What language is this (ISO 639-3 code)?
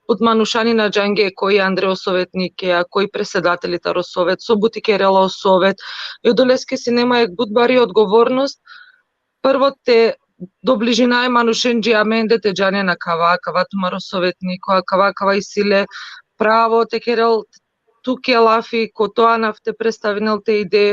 rmn